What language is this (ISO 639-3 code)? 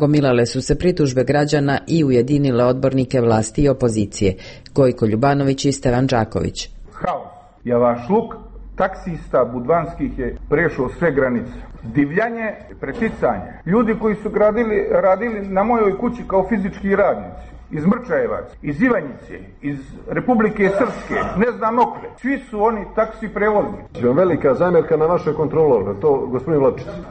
srp